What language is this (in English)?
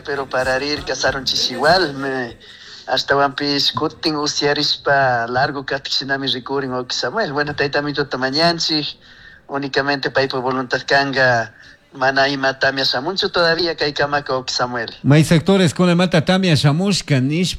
Chimborazo Highland Quichua